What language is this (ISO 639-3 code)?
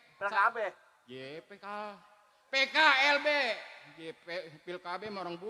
bew